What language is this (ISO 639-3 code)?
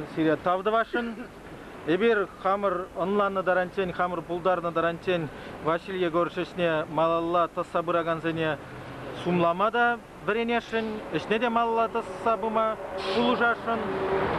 chv